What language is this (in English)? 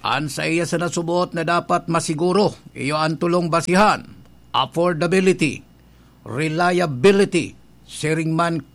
Bikol